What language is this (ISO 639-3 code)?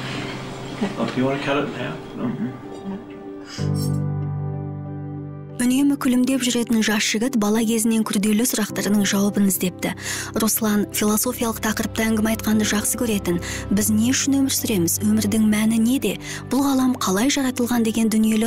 kaz